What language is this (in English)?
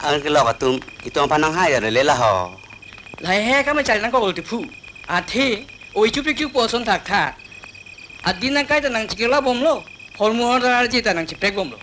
Karbi